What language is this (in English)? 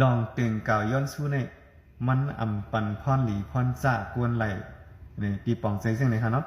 Shan